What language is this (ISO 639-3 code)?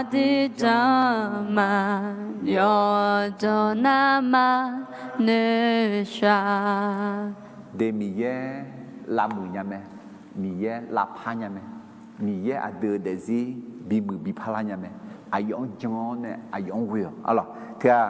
ahk